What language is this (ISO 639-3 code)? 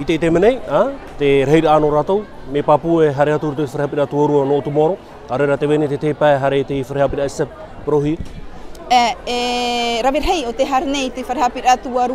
tah